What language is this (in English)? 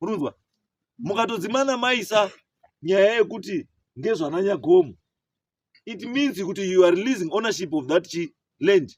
Shona